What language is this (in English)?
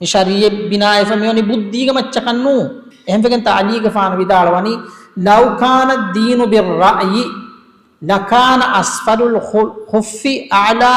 Divehi